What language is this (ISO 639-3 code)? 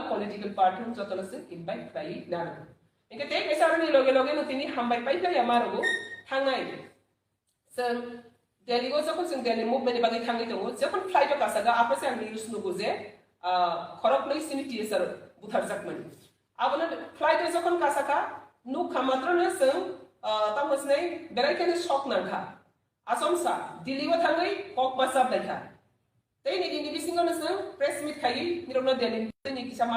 trp